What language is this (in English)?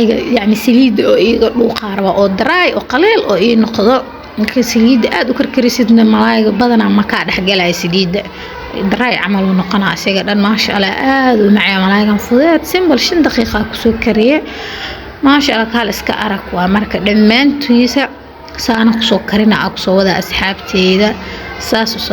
Somali